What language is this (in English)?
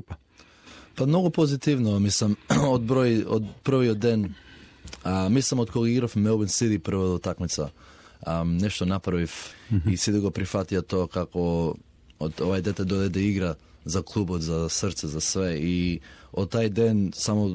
Macedonian